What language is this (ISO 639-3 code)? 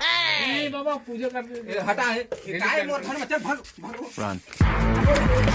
hne